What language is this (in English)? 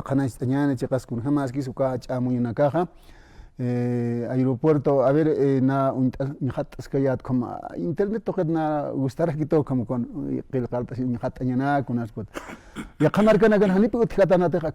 Aymara